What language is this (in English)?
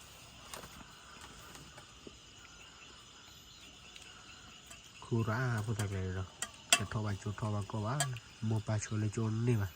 S'gaw Karen